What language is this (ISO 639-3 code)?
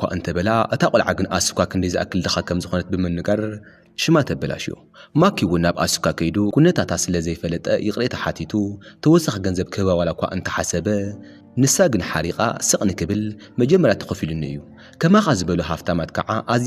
tir